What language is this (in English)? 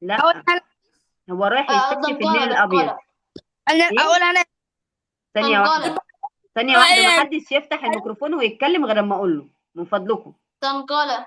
Egyptian Arabic